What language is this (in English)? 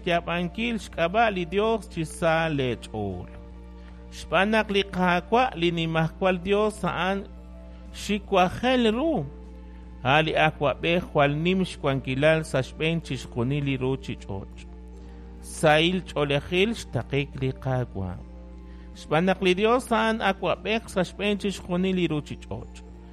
Kekchí